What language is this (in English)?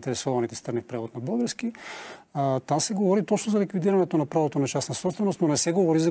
Bulgarian